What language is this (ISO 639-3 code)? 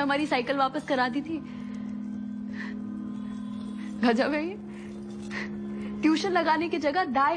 hin